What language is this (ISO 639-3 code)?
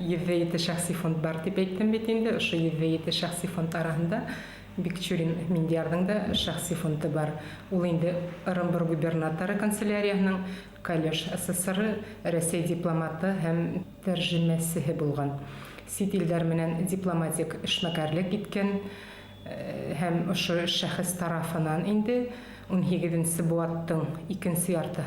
bak